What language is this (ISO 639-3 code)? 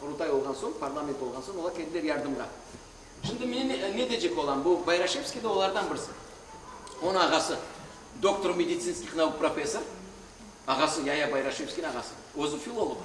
crh